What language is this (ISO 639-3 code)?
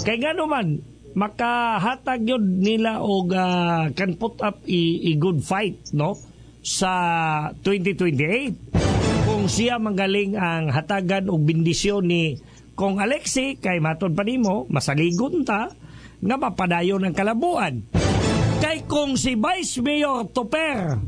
ceb